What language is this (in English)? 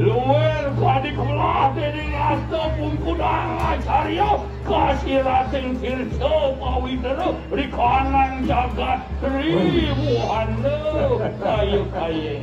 Balinese